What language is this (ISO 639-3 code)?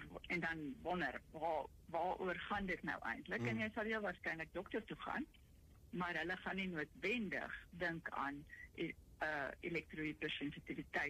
afr